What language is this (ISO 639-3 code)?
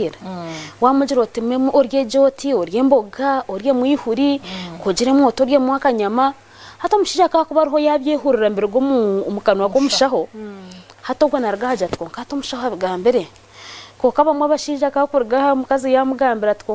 nyn